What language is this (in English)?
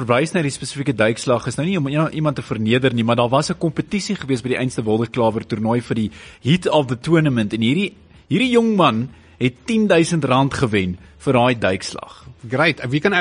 Afrikaans